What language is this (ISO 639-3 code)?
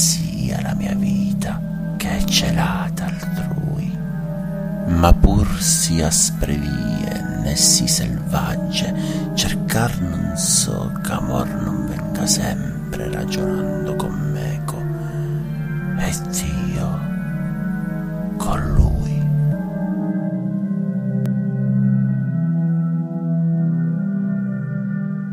ita